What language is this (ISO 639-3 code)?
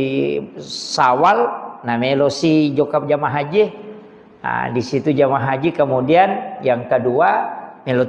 bug